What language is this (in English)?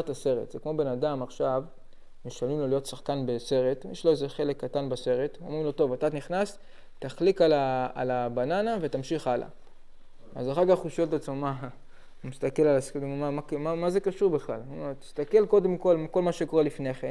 Hebrew